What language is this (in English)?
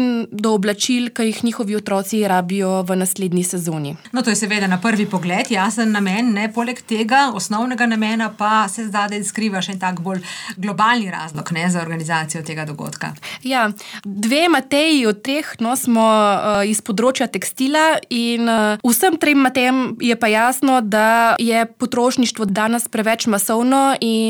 Slovenian